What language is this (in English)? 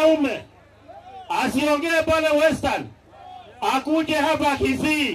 Gusii